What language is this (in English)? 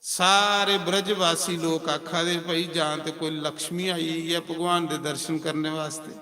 Dogri